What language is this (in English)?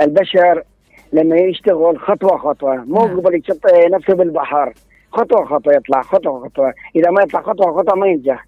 Mesopotamian Arabic